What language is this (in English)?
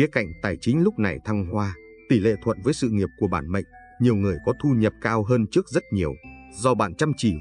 Vietnamese